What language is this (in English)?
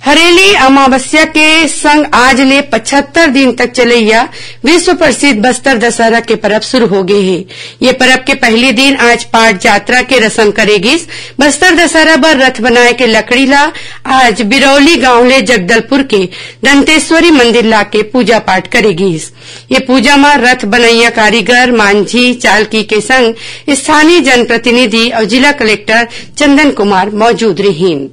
Chhattisgarhi